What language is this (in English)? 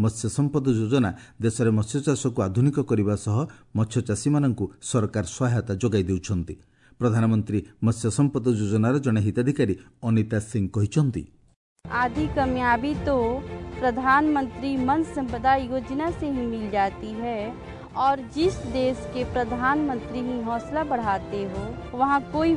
Odia